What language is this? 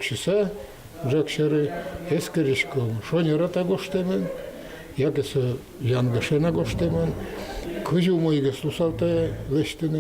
Udmurt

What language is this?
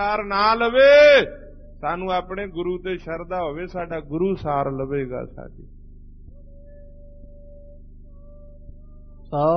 Punjabi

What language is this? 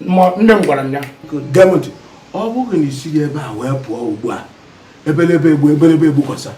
Igbo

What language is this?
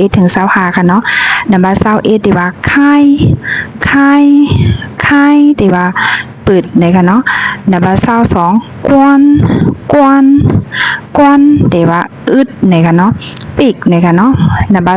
Shan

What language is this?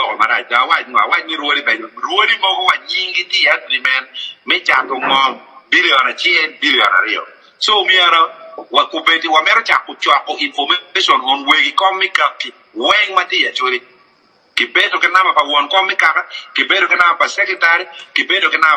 Acoli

